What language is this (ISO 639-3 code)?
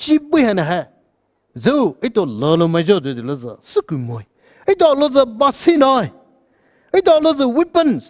pmx